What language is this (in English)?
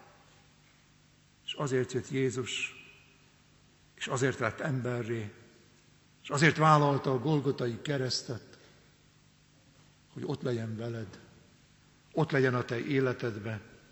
Hungarian